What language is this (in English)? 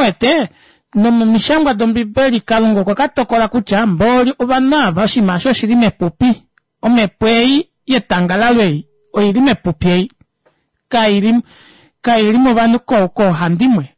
Kuanyama